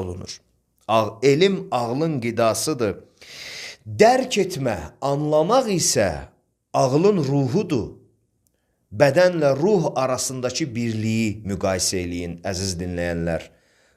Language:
Azerbaijani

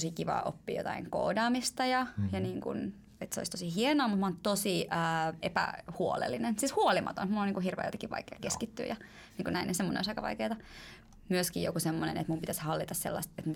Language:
Finnish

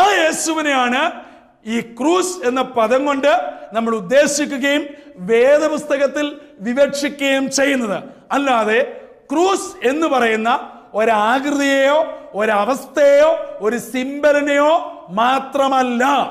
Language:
Malayalam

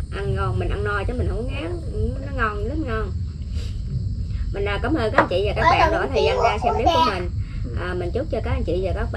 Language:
Vietnamese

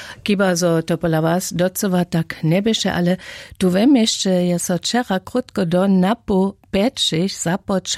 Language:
Upper Sorbian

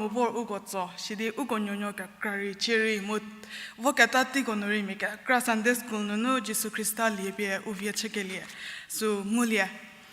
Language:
Angami Naga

